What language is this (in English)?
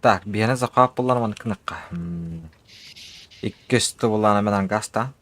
Yakut